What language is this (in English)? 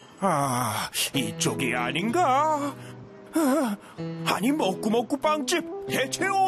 Korean